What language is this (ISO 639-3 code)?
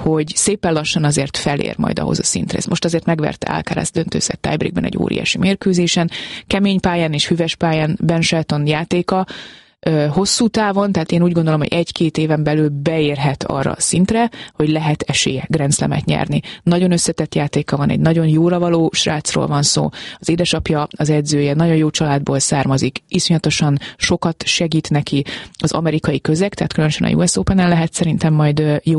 hun